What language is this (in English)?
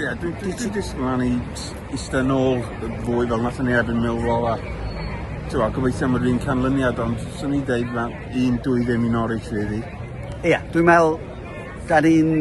Welsh